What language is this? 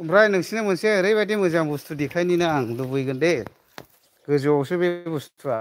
Bodo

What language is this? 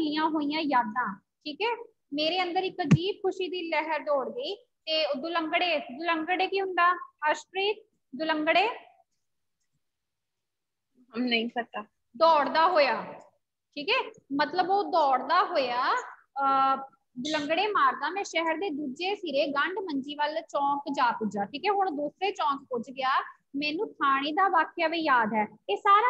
Punjabi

